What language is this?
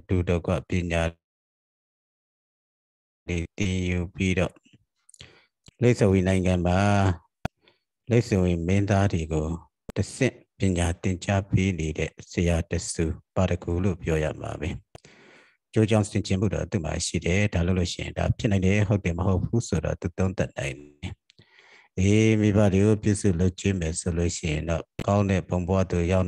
Burmese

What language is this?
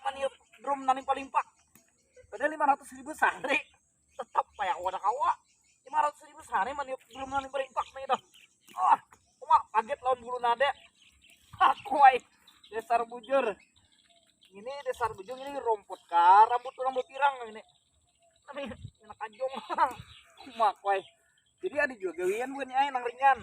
Banjar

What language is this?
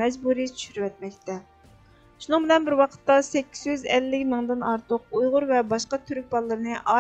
Uyghur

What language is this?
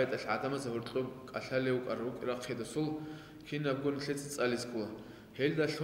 Avaric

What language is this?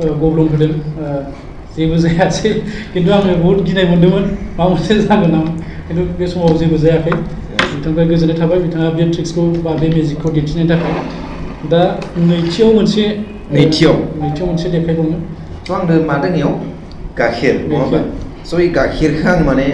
Bodo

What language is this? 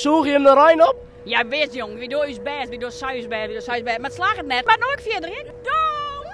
Western Frisian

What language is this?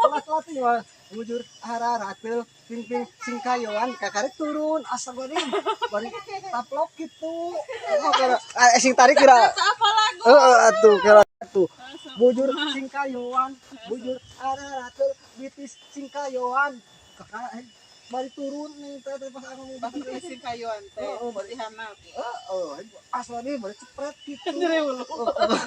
Sundanese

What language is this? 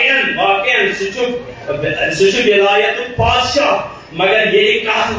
Kashmiri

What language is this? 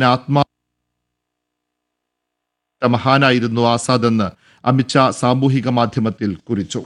Malayalam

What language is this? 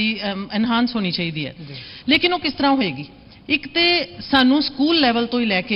Punjabi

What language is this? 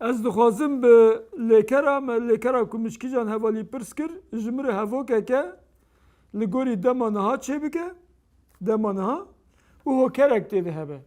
Kurdish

